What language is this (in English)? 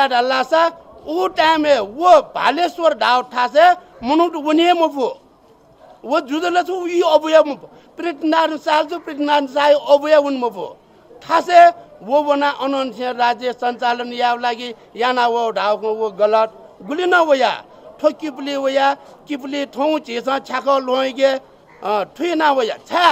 Newari